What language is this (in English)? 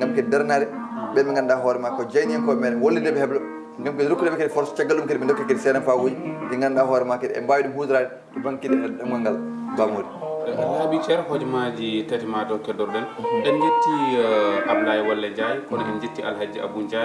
Fula